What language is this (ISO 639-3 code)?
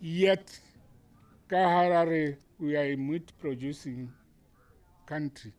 tsn